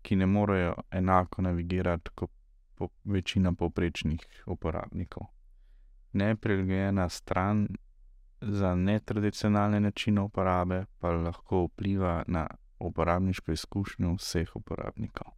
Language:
Slovenian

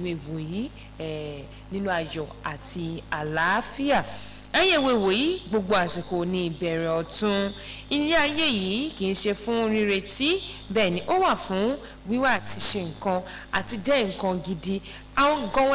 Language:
Yoruba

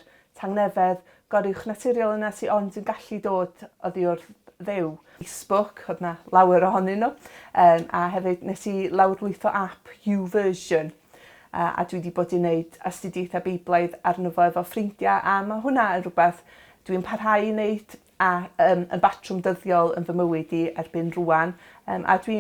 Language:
Welsh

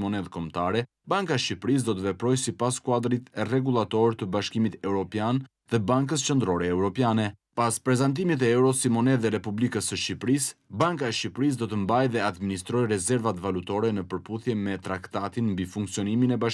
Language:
Albanian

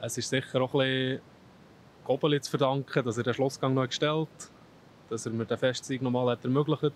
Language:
Swiss German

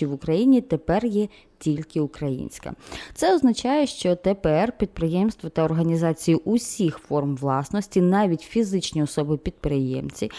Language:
Ukrainian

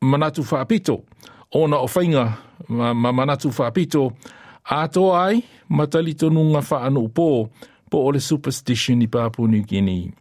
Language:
Samoan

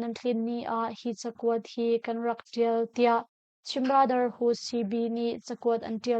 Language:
Hakha Chin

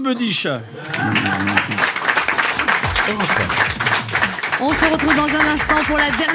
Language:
French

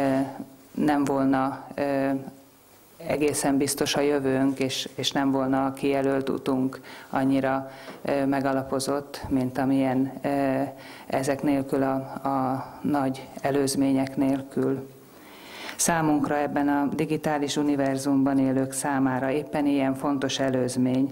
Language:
Hungarian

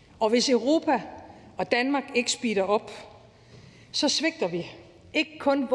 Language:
Danish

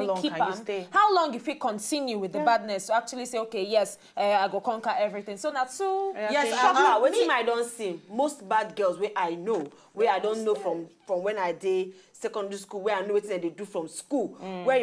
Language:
Nigerian Pidgin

